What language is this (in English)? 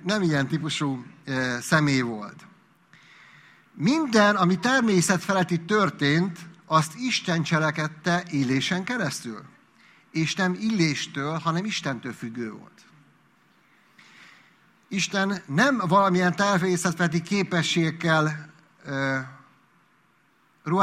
Hungarian